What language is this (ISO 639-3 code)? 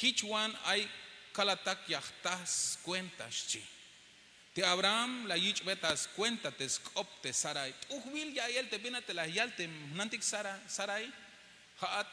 tzh